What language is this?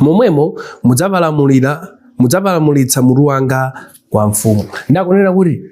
Nyanja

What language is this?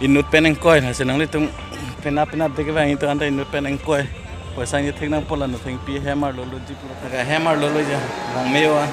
Karbi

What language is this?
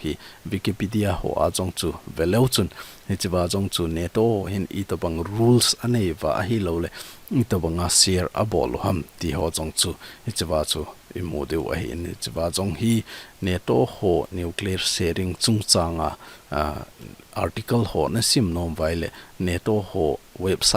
Thado Chin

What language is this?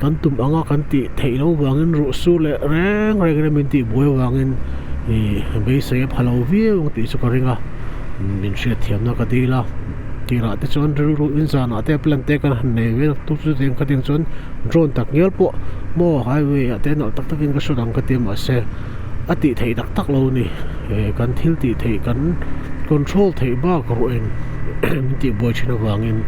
Mizo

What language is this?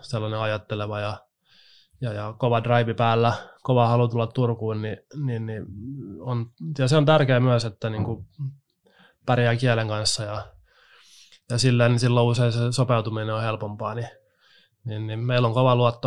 Finnish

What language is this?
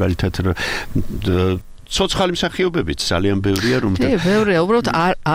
Georgian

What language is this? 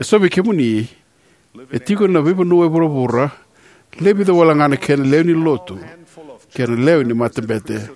Fijian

